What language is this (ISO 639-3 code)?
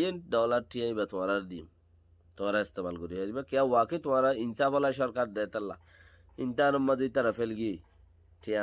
rhg